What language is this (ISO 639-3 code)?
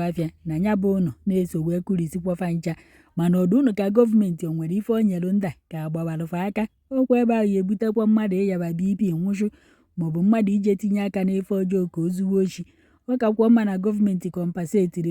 ibo